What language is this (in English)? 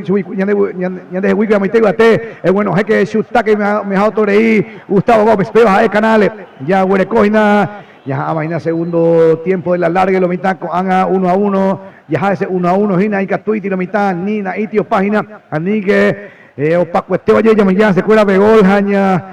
Guarani